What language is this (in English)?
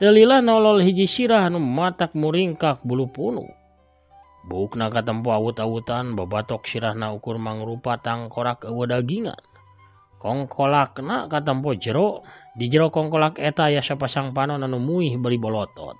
Sundanese